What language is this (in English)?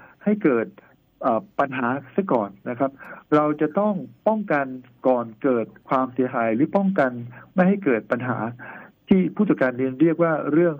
Thai